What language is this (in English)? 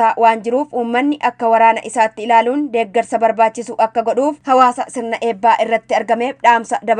Oromo